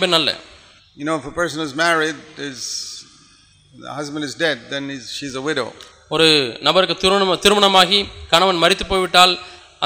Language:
Tamil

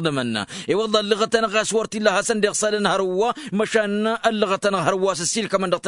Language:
Tamasheq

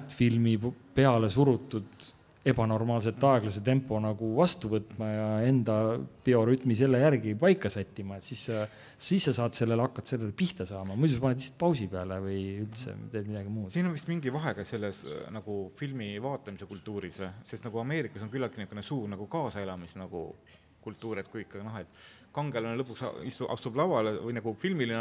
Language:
Estonian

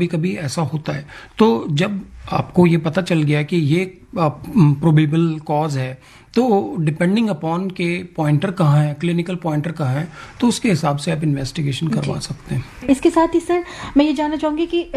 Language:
Hindi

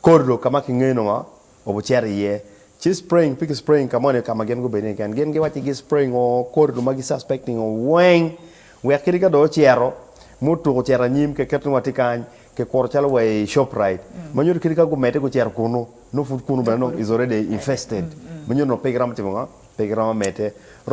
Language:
Acoli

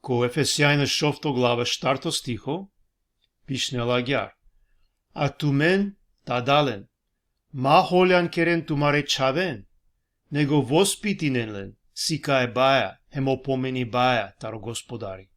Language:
Balkan Romani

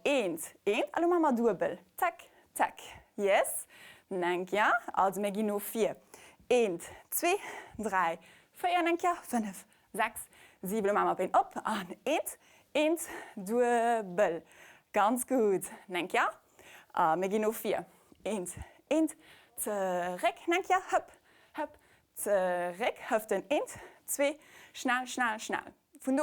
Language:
Luxembourgish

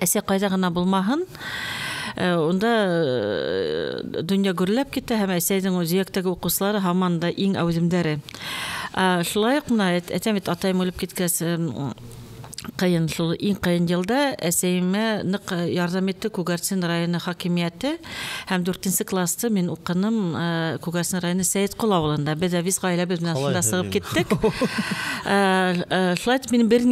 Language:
Bashkir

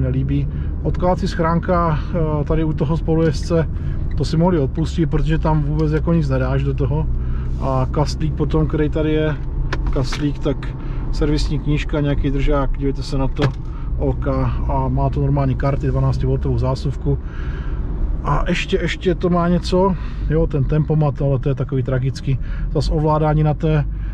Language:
Czech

